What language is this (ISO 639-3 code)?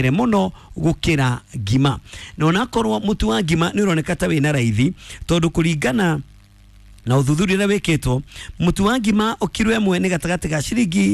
kik